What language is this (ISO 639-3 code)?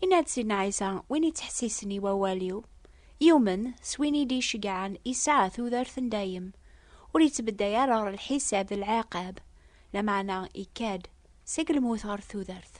kab